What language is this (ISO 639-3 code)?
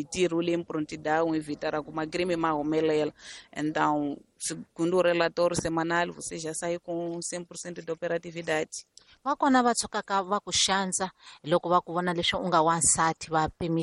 tso